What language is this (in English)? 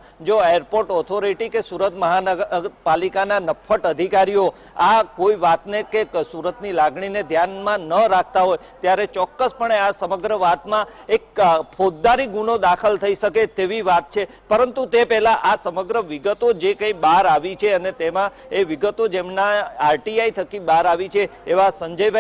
Gujarati